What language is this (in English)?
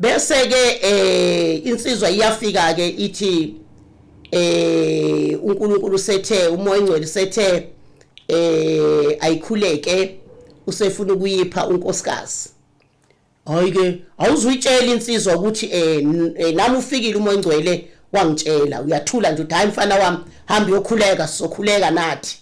Zulu